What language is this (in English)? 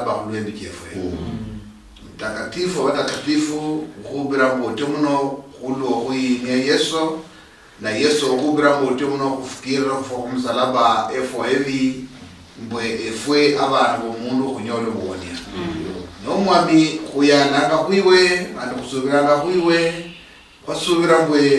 Luyia